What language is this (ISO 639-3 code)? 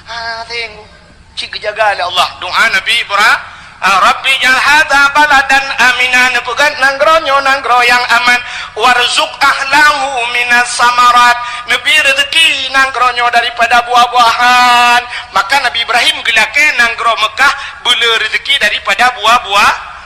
ace